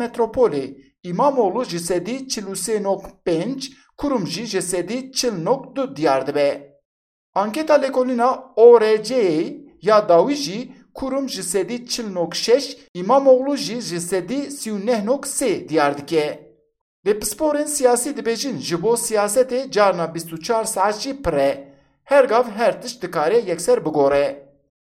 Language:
Kurdish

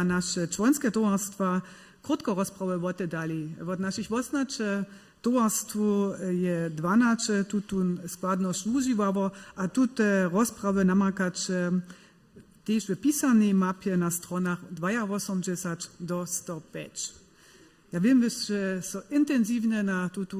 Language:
Upper Sorbian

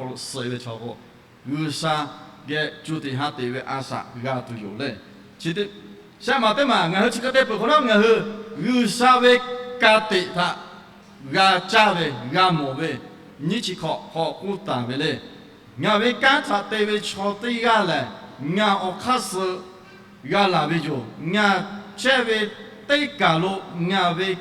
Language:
Lahu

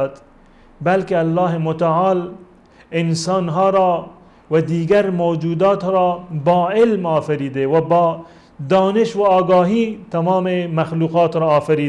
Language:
Persian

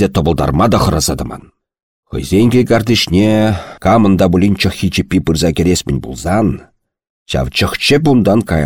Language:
Chuvash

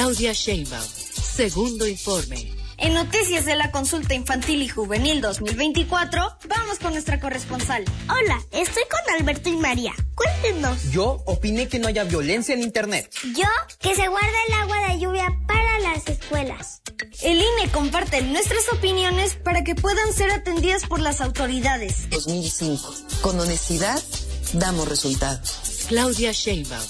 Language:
Spanish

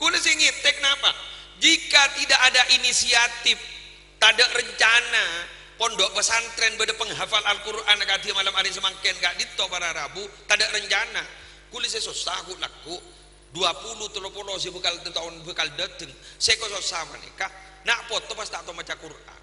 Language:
Madurese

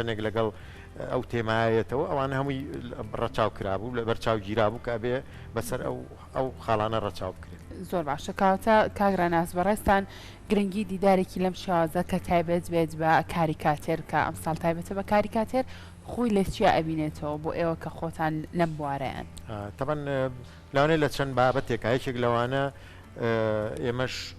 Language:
Central Kurdish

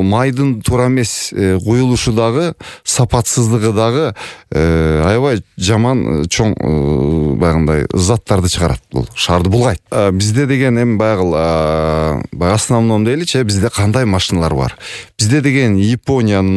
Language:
Kyrgyz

